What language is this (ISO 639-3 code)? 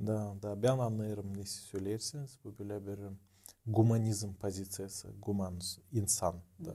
gag